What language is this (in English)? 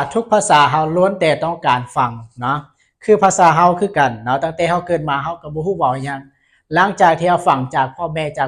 Lao